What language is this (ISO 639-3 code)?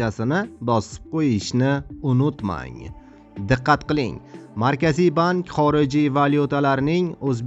uzb